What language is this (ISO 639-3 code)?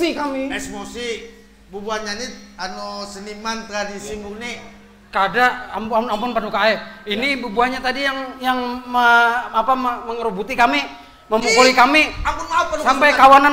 bjn